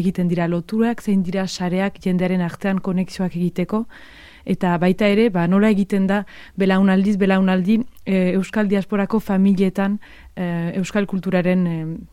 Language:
Basque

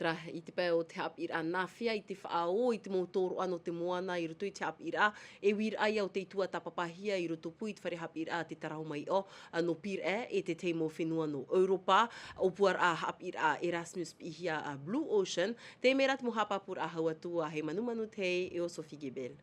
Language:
Tahitian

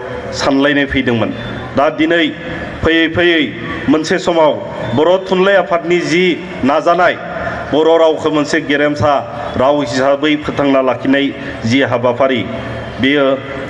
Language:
Bodo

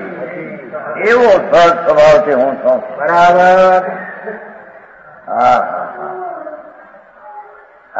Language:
Gujarati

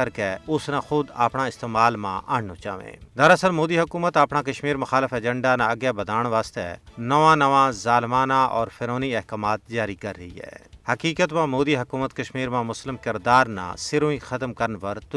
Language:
Gujari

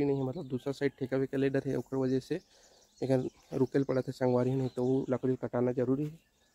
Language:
Chhattisgarhi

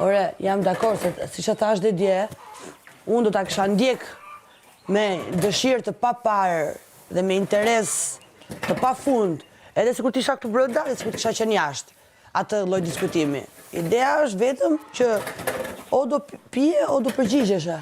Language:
Albanian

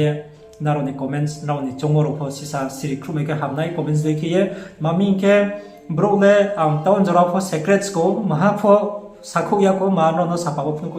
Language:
Riang (India)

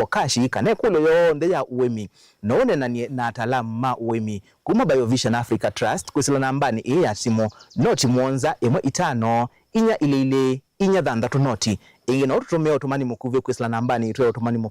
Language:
Kamba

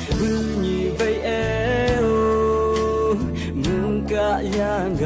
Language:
Lahu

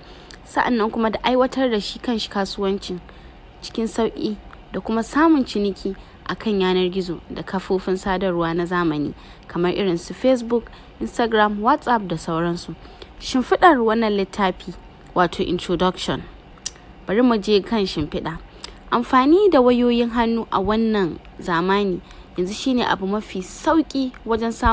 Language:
Hausa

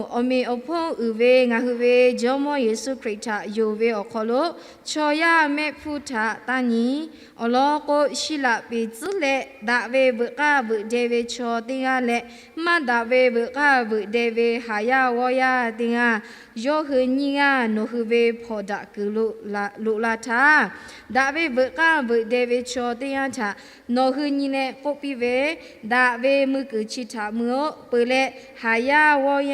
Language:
Lahu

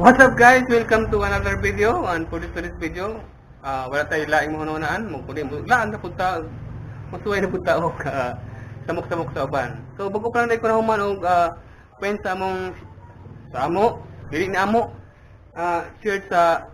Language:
Cebuano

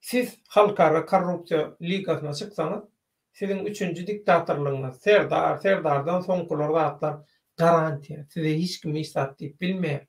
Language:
Turkmen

